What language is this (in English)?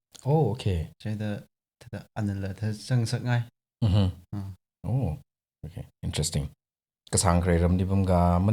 Tangkhul Naga (India)